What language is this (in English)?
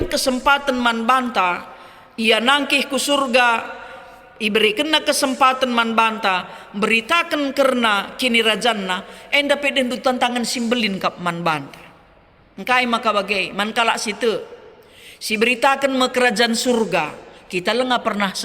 Batak Karo